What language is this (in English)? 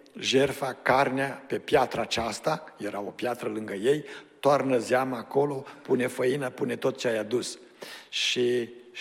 Romanian